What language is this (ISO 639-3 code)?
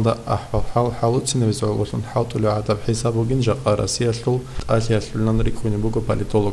ava